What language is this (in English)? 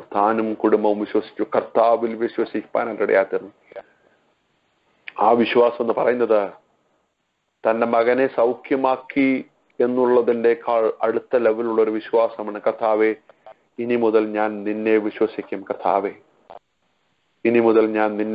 Malayalam